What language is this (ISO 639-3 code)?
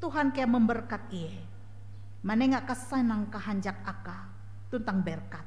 nij